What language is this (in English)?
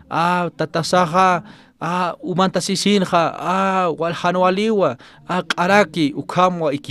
Aymara